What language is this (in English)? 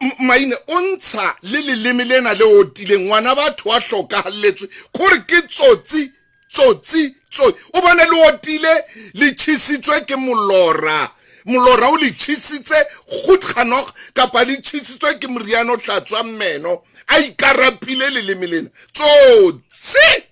Southern Sotho